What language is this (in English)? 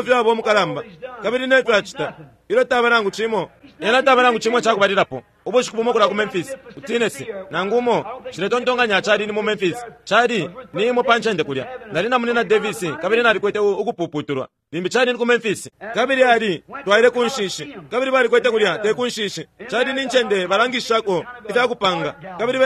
Bemba